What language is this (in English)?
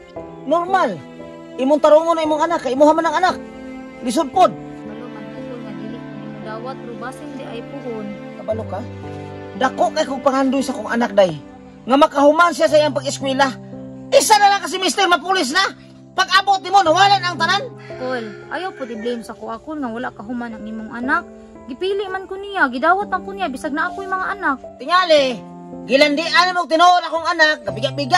Cebuano